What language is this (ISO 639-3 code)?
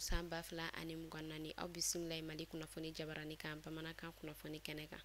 bam